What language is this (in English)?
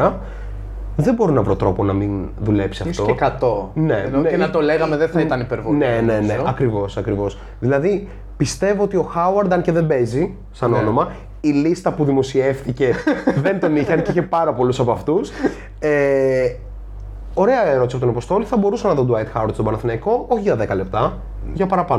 Greek